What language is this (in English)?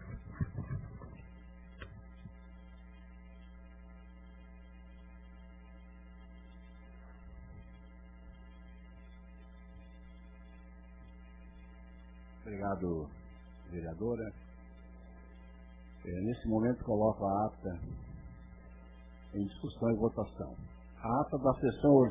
Portuguese